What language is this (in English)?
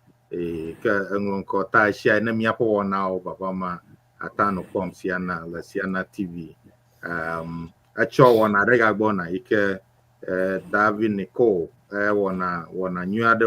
Ewe